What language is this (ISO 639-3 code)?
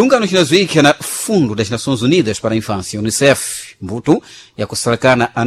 seh